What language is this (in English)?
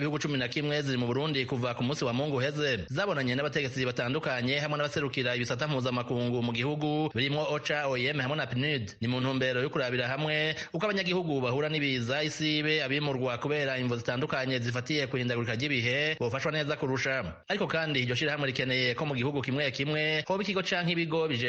Rundi